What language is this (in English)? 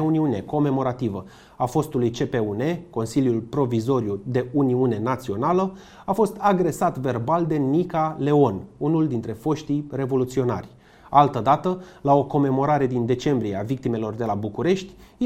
Romanian